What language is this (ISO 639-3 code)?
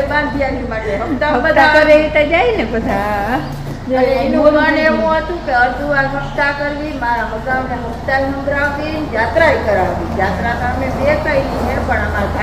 guj